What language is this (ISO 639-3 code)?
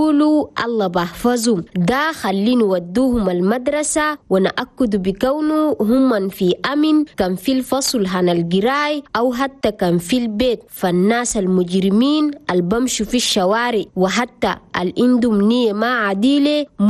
shu